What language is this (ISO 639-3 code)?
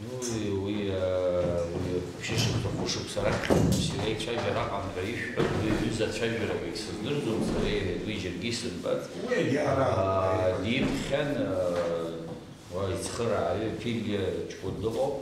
abk